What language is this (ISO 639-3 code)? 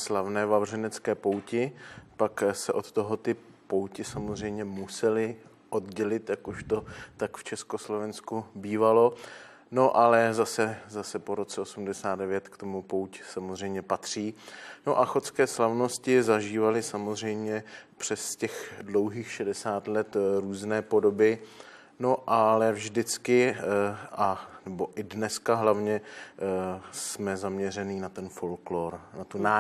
ces